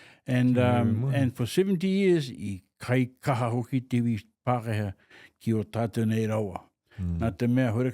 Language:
Māori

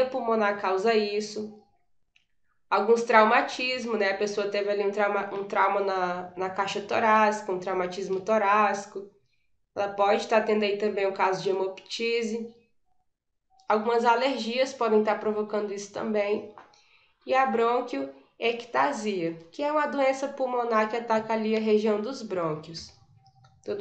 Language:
Portuguese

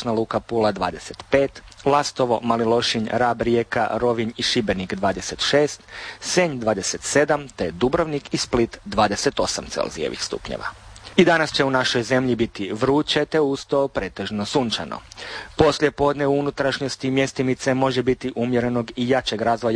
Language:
Croatian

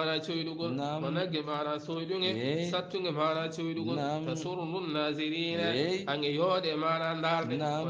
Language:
Fula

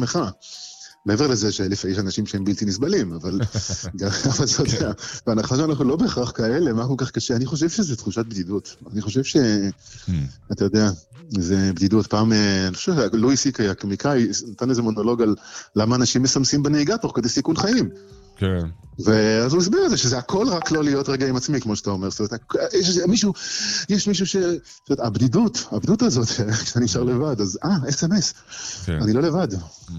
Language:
Hebrew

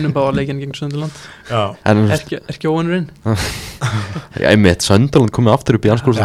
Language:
Icelandic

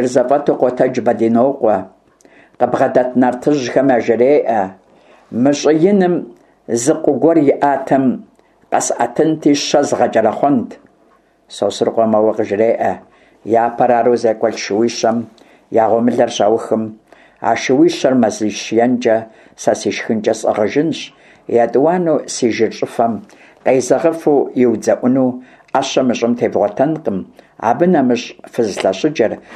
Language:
Kabardian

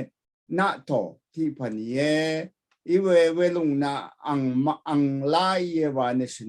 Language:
Rawang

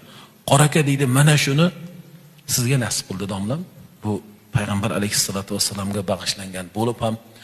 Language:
Uzbek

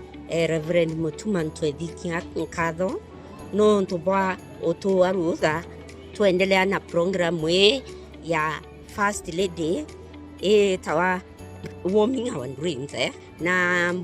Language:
Meru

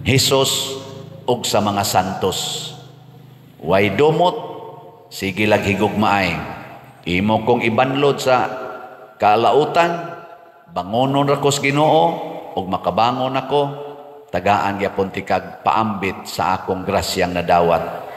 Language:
Cebuano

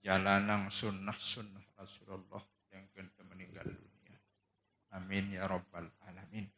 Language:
Sasak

